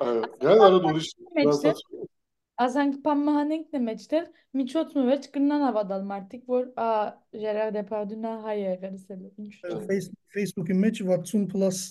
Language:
Armenian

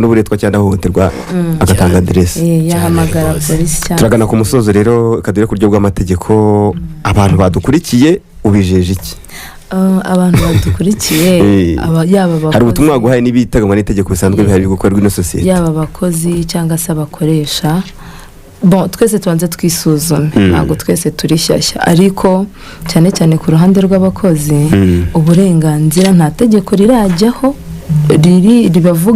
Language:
Kinyarwanda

